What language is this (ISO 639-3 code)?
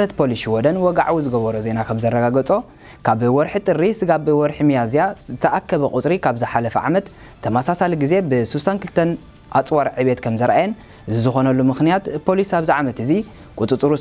tir